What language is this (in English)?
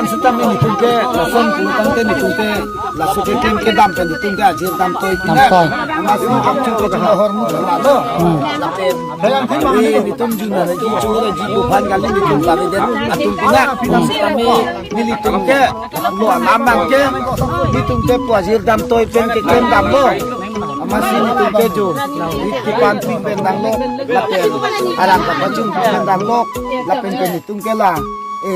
Karbi